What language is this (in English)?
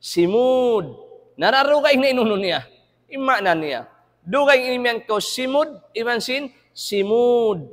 Tausug